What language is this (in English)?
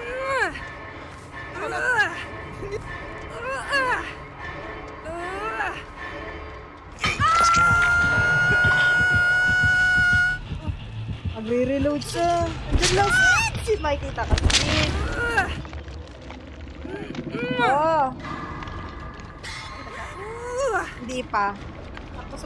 Filipino